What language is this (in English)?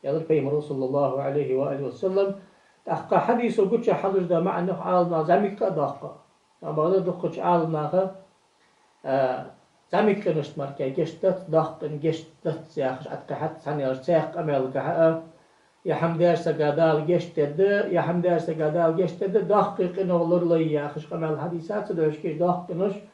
Ingush